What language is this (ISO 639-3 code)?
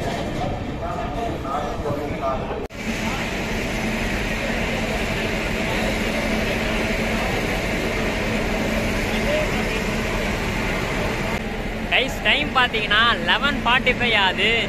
tam